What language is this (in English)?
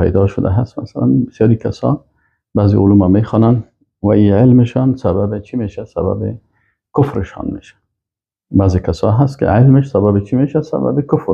Persian